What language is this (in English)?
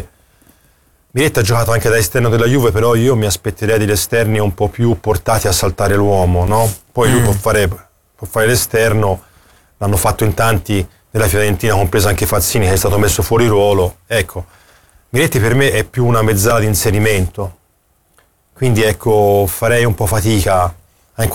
Italian